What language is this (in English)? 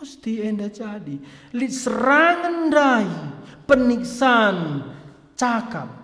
Batak Karo